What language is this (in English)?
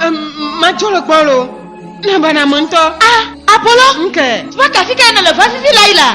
Ewe